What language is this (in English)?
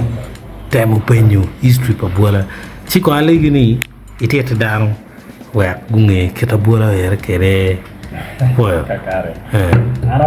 Acoli